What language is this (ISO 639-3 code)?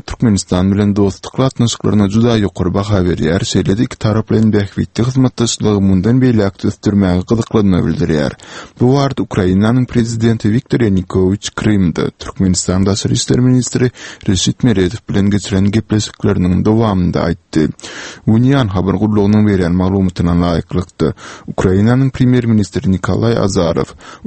tuk